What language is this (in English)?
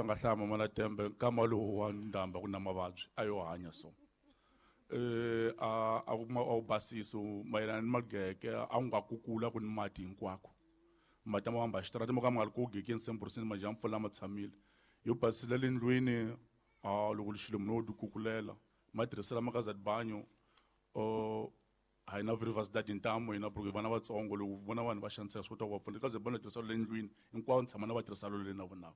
Tsonga